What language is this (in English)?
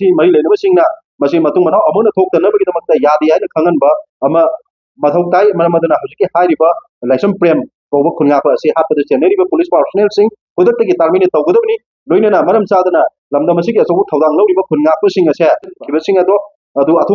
Manipuri